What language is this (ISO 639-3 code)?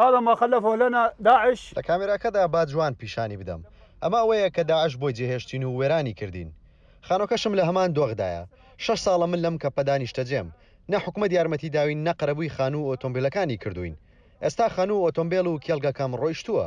ckb